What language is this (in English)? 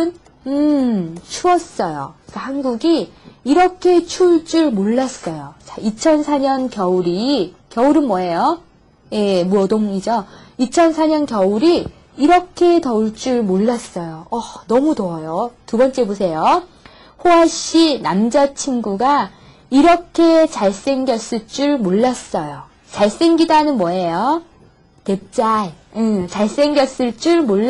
Korean